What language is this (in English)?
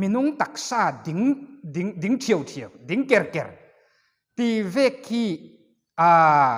Falam Chin